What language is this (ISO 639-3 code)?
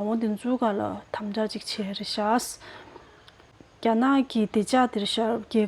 bod